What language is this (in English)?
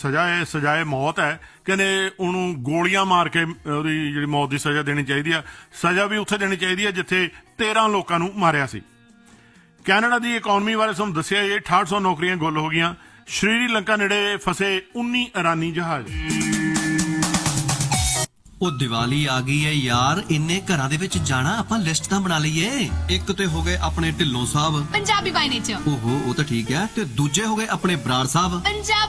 Punjabi